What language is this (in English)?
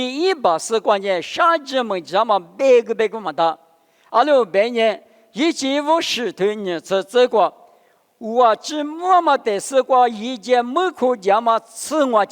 Lisu